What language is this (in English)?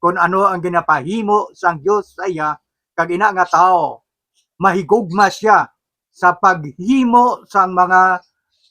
Hiligaynon